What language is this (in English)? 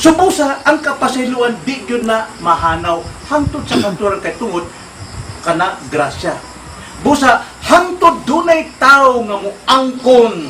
Cebuano